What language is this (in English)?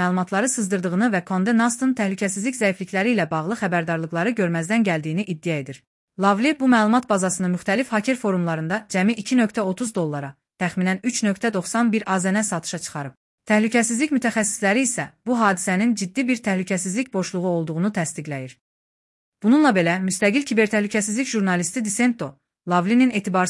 Azerbaijani